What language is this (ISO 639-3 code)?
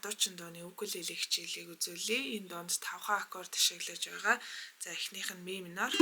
mon